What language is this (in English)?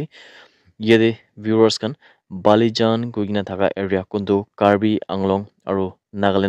Naga Pidgin